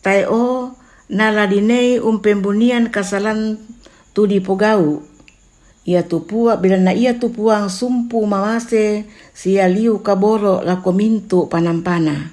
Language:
Toraja-Sa'dan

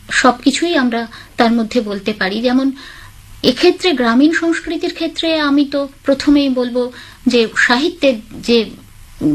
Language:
Bangla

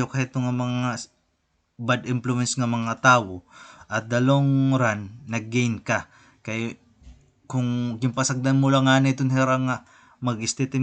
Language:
Waray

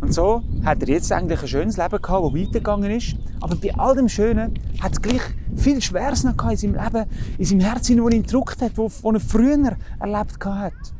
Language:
Swiss German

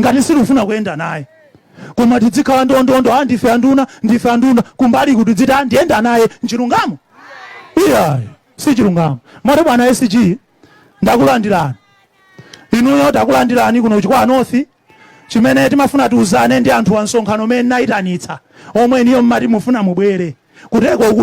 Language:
Nyanja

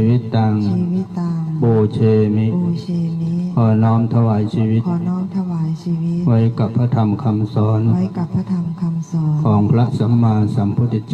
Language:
Pali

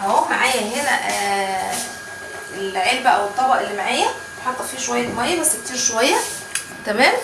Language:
Egyptian Arabic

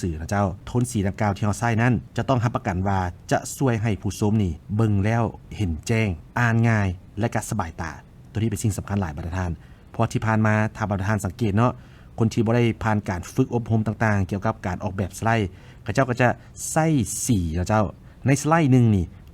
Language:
Lao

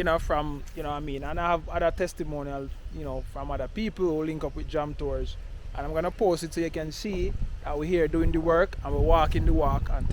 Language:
Jamaican Creole English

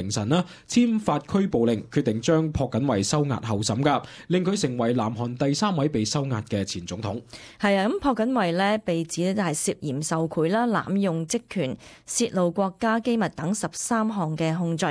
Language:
Cantonese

